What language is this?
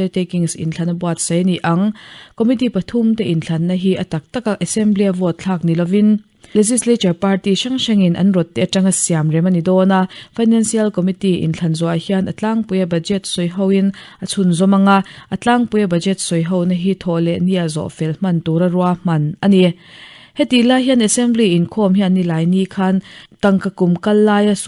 Mizo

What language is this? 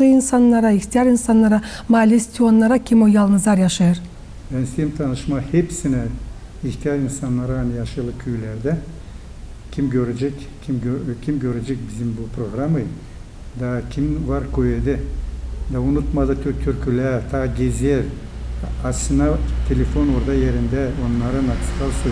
Gagauz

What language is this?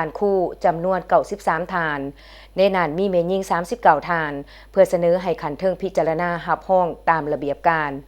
Lao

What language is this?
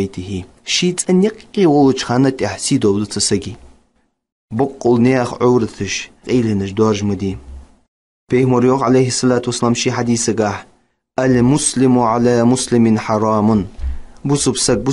Ingush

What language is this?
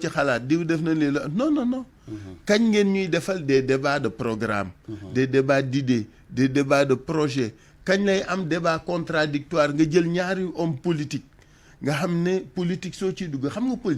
Wolof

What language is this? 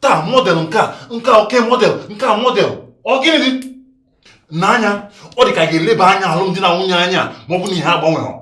Igbo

